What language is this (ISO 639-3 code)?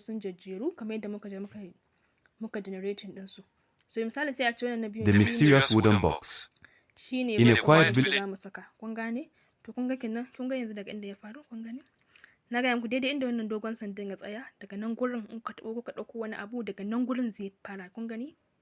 hau